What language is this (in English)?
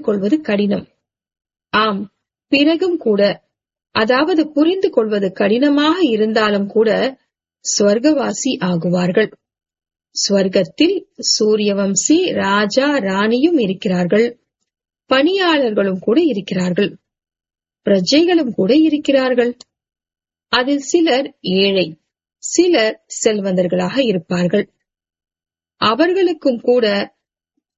Tamil